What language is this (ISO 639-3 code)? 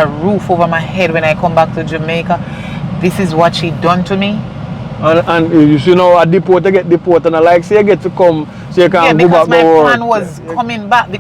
jam